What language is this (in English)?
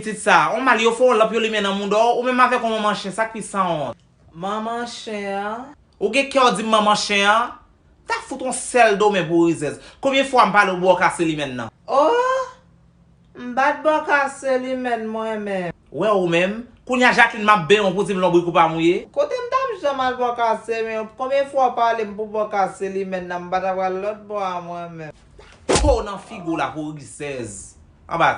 Haitian Creole